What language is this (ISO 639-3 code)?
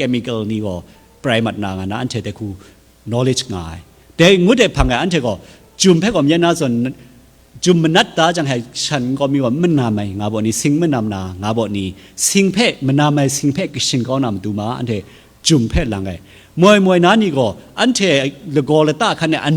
kac